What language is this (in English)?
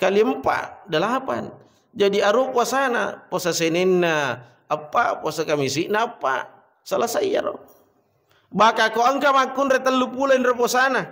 Buginese